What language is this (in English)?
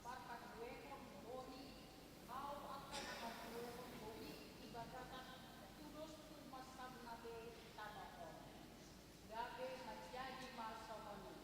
Batak Toba